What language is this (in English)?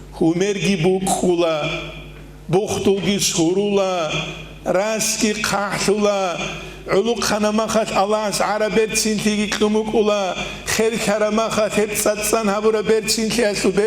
Avaric